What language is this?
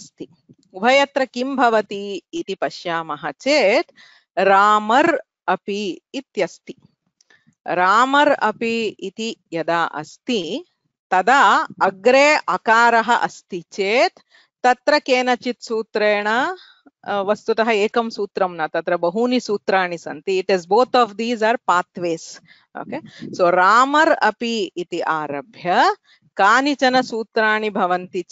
Sanskrit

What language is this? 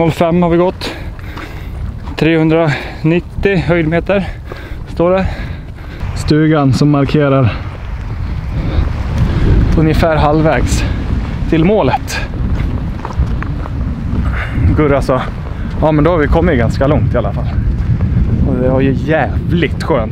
Swedish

